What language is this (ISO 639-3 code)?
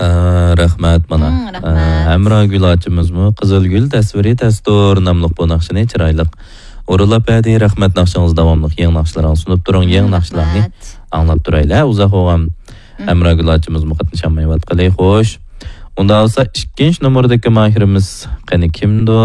uig